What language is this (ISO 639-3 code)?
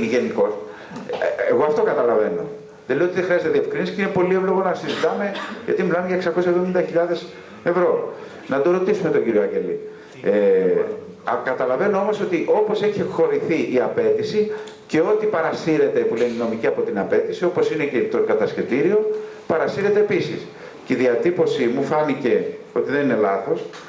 ell